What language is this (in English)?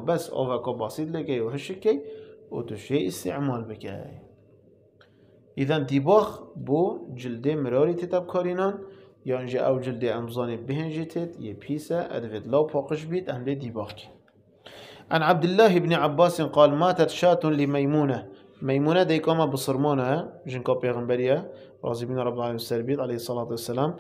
Kurdish